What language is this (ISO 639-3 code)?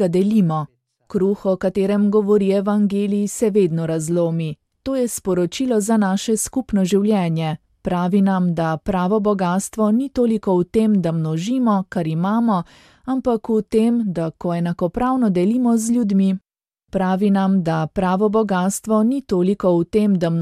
slv